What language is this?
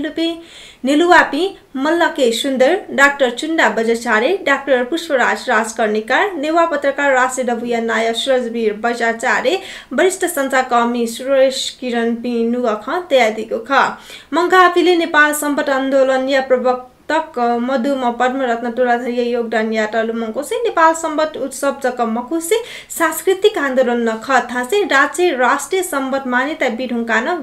Newari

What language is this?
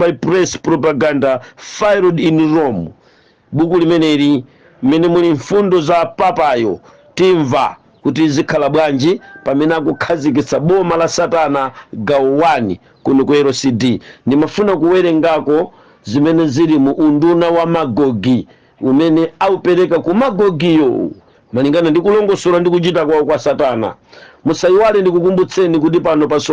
Nyanja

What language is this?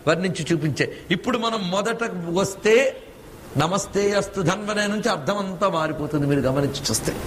Telugu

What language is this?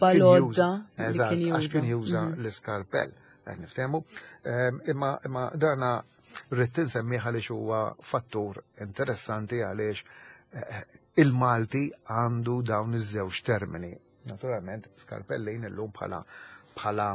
Maltese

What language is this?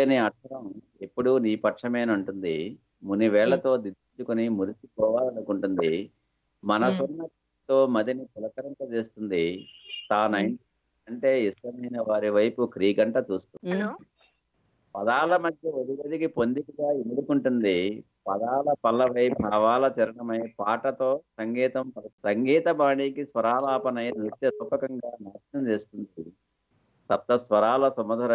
Telugu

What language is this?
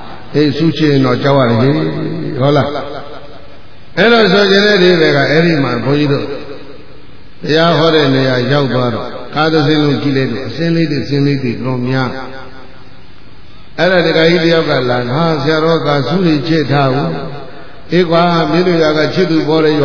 Burmese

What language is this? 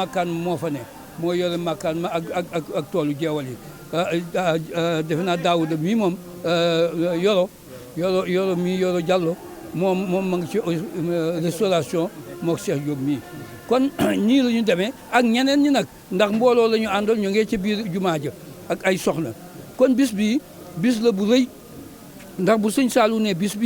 Wolof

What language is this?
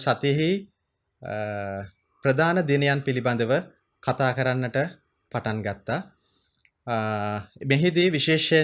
Sinhala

